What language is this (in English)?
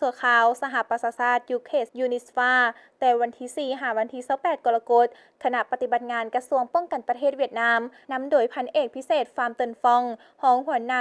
Lao